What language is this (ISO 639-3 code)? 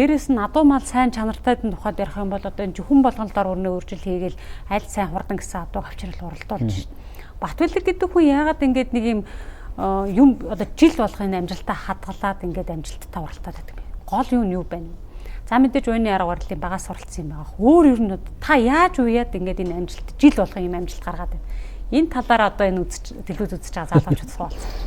mon